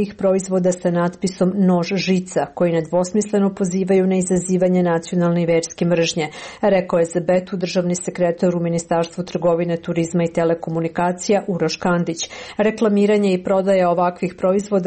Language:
Serbian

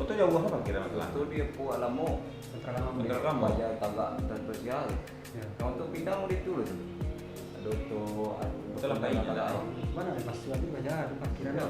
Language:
Minangkabau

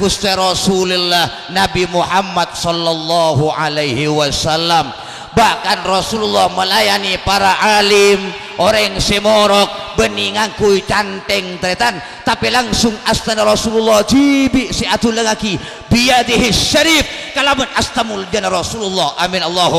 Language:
Madurese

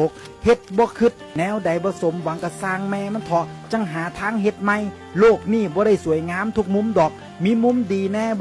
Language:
Northeastern Thai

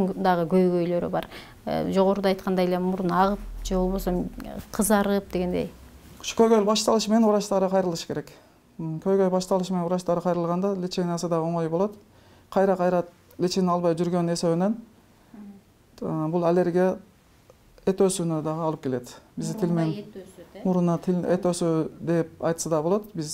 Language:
Kyrgyz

